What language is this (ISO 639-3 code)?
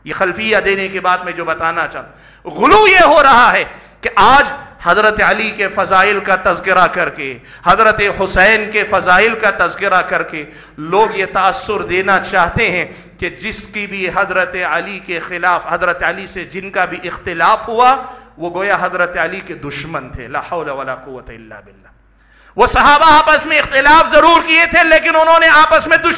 urd